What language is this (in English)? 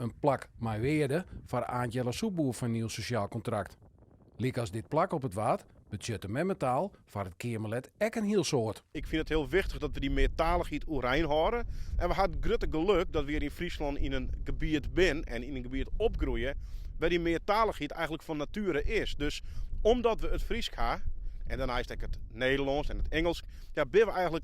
Western Frisian